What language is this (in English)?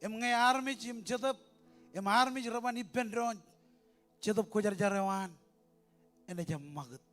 Marshallese